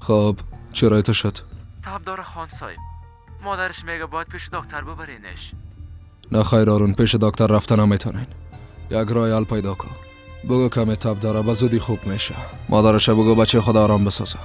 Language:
Persian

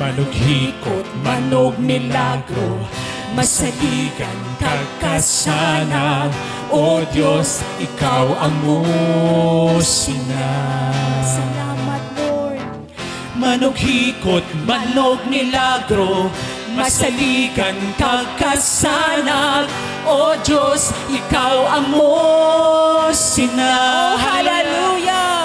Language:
Hiligaynon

